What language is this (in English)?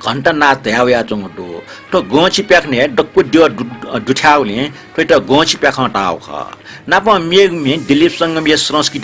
Newari